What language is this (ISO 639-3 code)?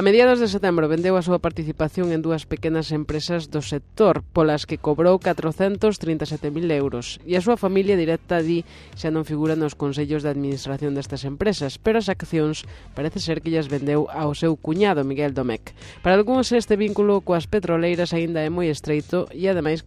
glg